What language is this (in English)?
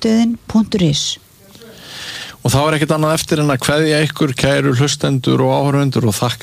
Icelandic